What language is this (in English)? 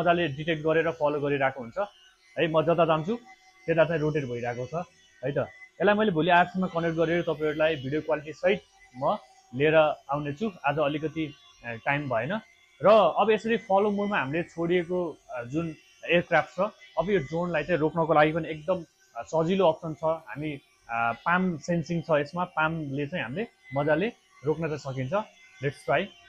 Nepali